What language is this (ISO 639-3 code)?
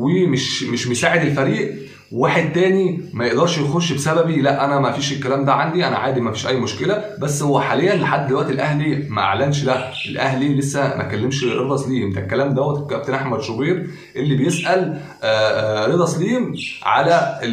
arz